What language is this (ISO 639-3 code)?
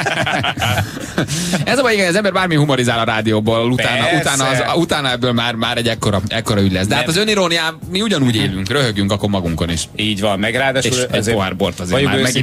hun